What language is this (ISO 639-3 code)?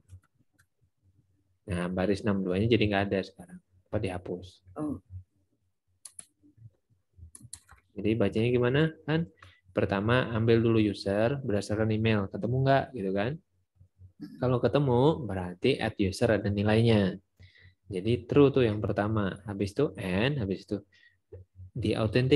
ind